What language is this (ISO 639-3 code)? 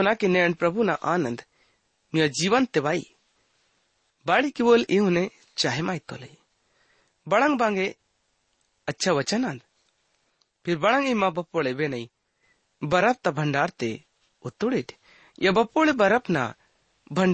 gon